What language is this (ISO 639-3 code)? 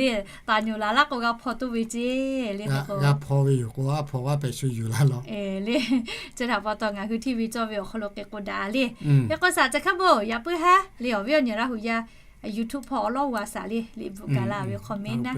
lhu